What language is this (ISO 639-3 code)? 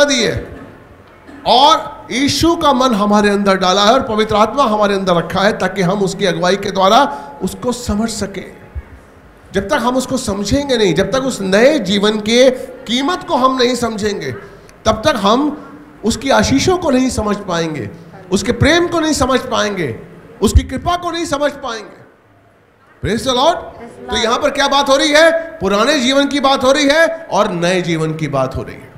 hin